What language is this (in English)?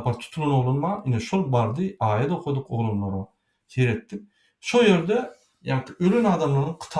Turkmen